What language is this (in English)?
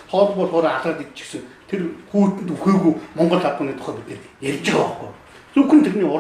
Mongolian